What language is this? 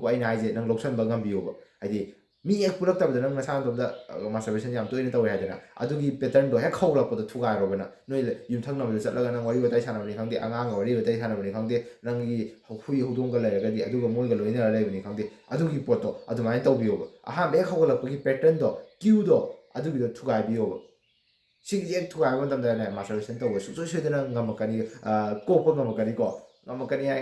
Manipuri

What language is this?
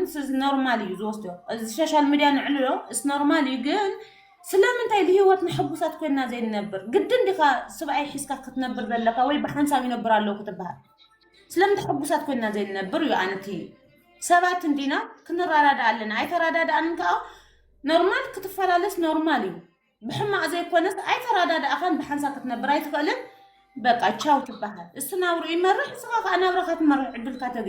Tigrinya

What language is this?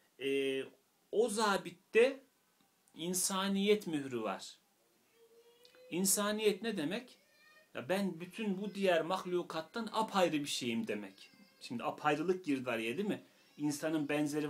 Turkish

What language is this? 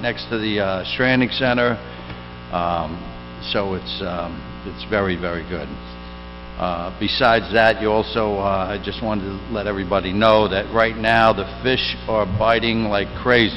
English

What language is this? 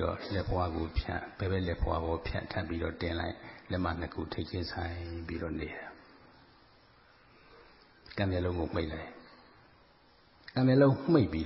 Burmese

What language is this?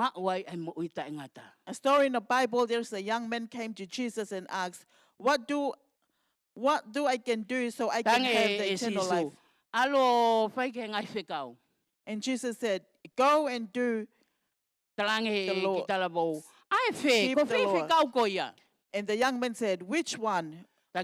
Tongan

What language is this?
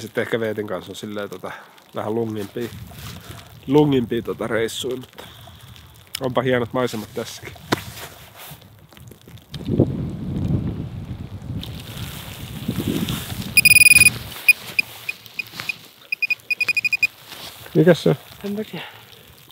Finnish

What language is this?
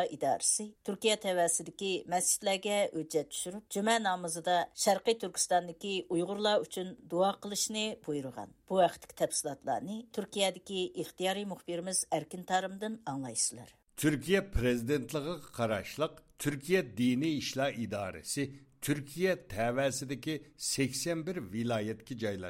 Uyghur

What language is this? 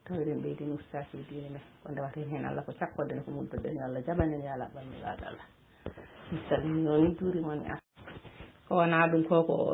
Fula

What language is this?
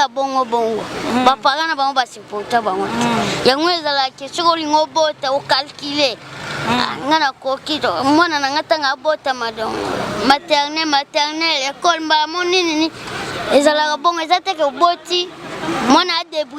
Lingala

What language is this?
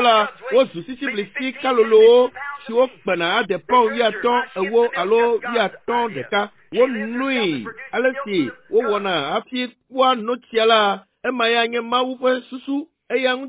Ewe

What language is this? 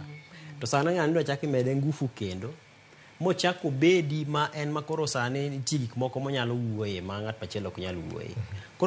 Luo (Kenya and Tanzania)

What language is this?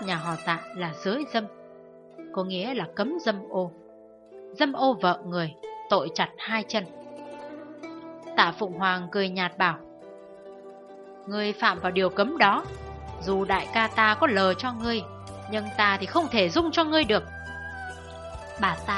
Vietnamese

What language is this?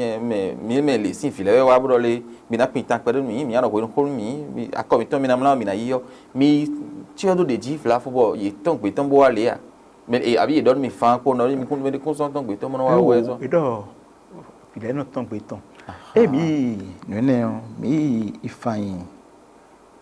Fon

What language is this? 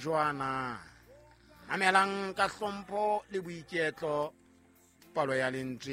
Southern Sotho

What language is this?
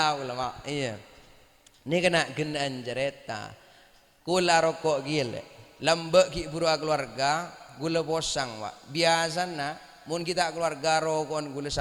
Madurese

